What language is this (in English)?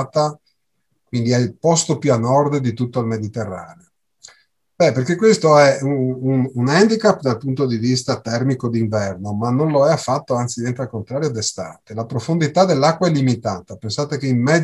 Italian